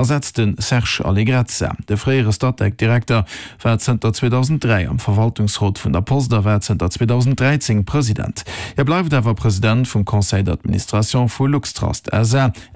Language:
Luxembourgish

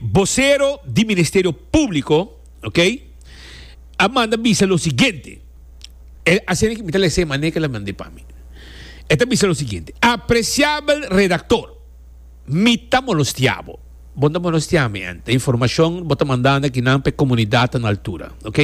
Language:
Papiamento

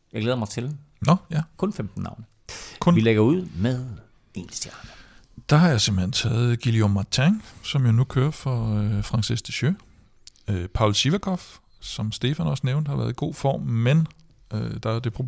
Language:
Danish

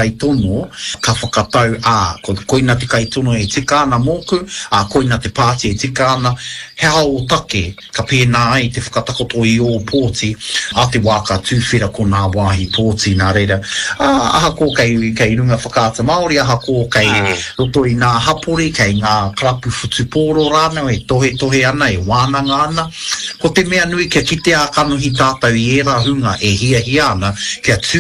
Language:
Māori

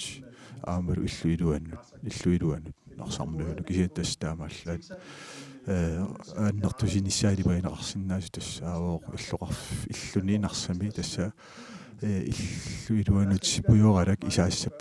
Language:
Kalaallisut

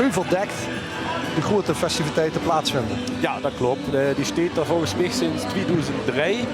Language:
Limburgish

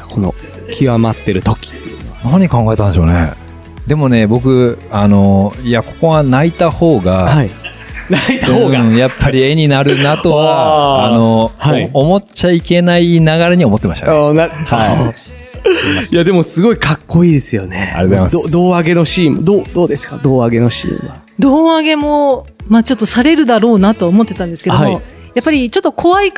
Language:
Japanese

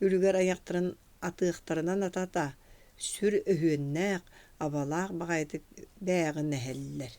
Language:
Yakut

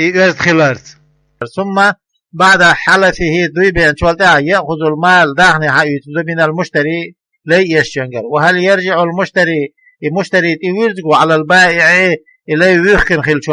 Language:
Chechen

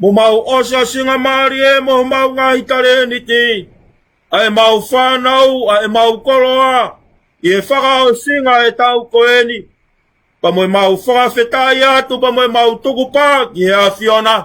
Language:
Tongan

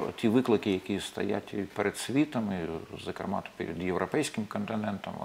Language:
Ukrainian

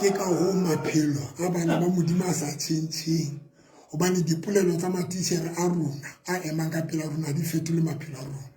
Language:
Southern Sotho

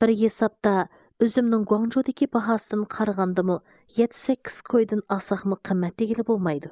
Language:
Uyghur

